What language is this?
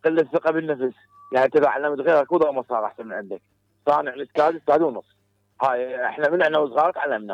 Mesopotamian Arabic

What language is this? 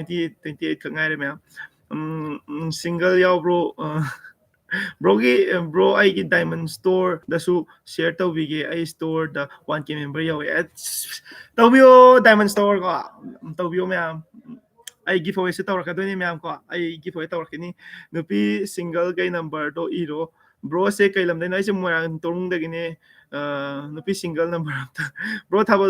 Manipuri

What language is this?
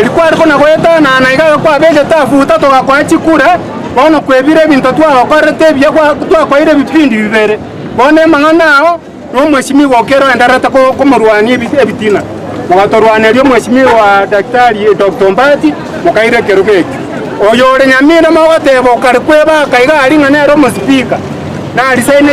Gusii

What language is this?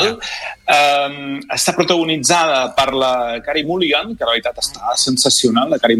Catalan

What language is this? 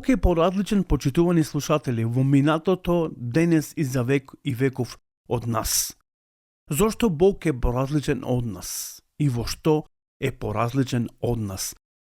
Macedonian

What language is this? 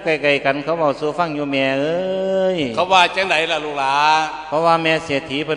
Lao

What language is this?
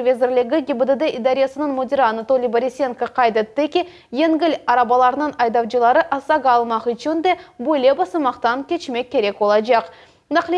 Crimean Tatar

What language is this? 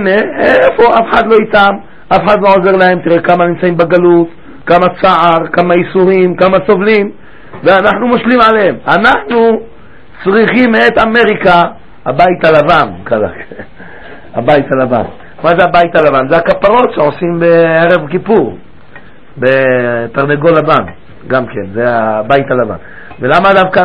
Hebrew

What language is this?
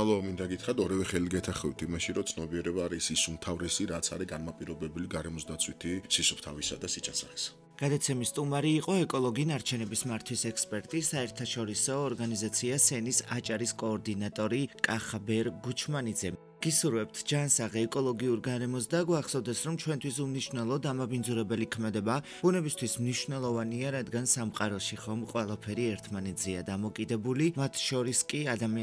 Georgian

